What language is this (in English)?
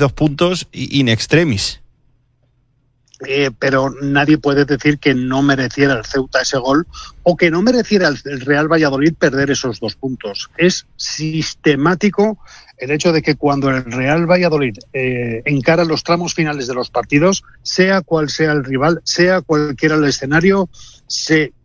Spanish